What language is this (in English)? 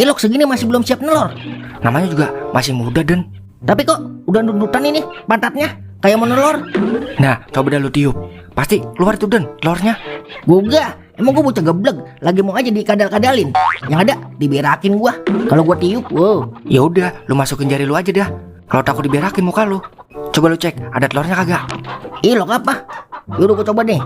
Betawi